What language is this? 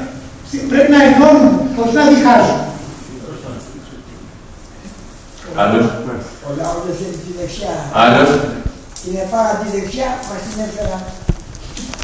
Greek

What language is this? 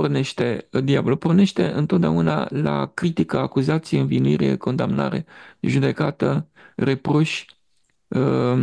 Romanian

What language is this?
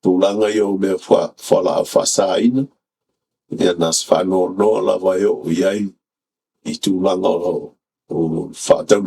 Samoan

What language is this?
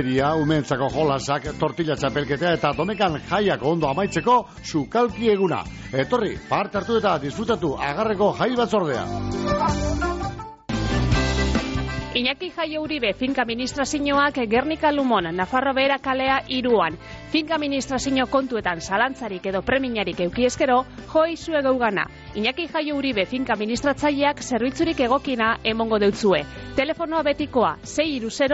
Basque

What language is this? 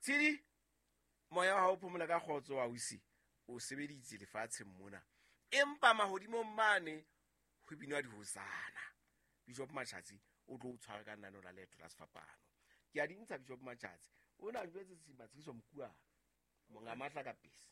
Southern Sotho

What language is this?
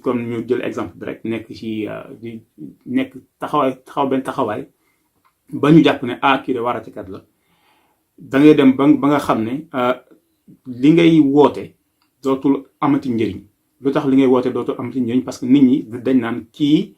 Wolof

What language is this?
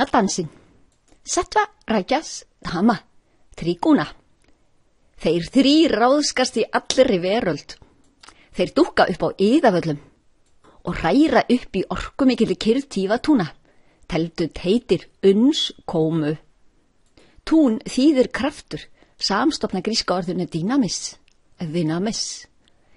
Icelandic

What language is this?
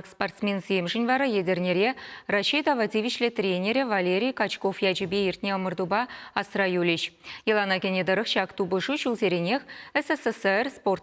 Chuvash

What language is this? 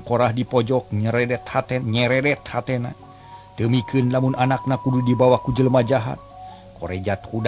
Sundanese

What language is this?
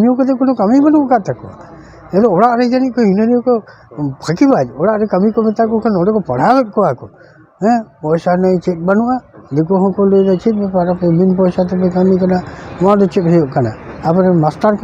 Santali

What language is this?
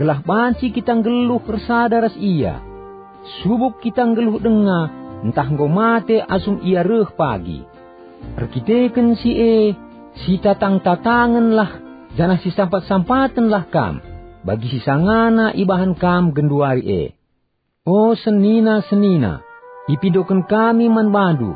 Batak Karo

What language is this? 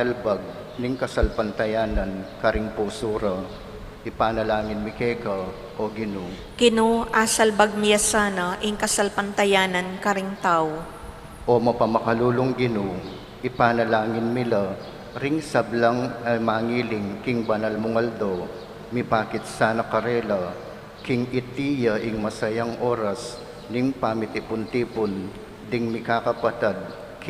Pampanga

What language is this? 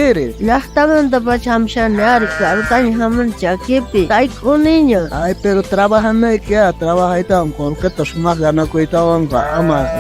South Bolivian Quechua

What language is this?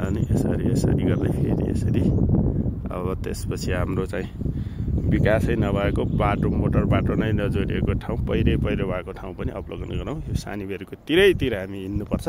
Nepali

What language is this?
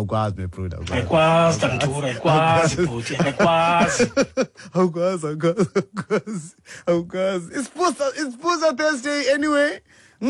Xhosa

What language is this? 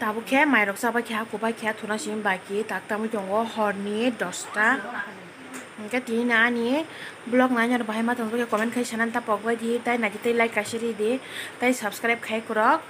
Kok Borok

